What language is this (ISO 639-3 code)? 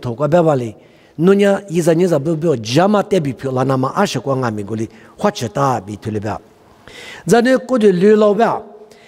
lis